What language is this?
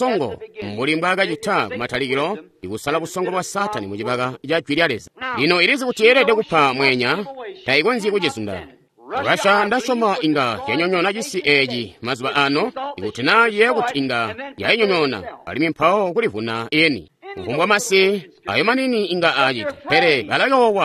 Tonga (Zambia)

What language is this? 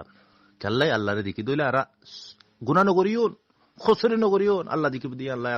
Rohingya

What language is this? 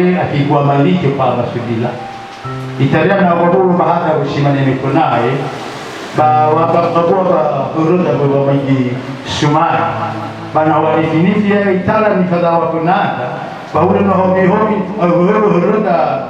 Nias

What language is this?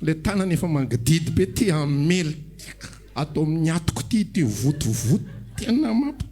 Malagasy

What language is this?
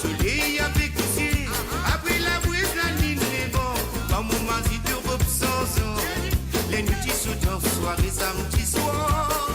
Morisyen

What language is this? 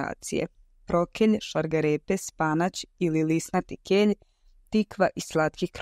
Serbian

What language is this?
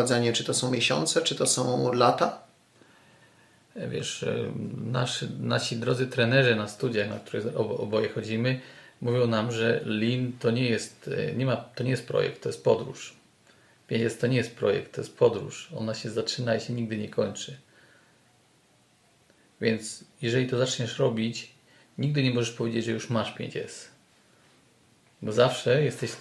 Polish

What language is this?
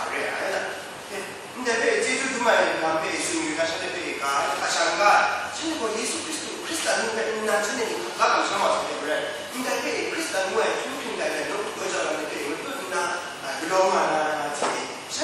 Kachin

